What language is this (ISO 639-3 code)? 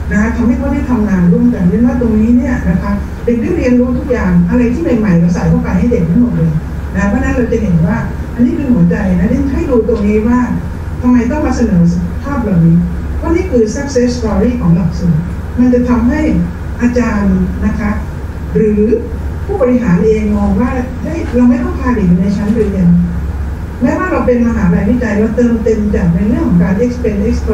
tha